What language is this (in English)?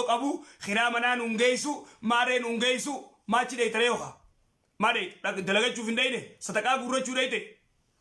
Oromo